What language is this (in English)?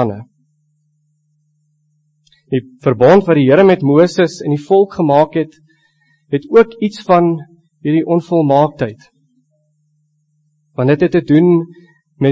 Afrikaans